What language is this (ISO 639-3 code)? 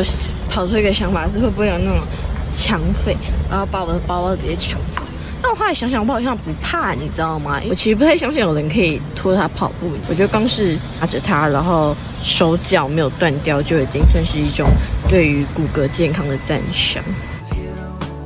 zho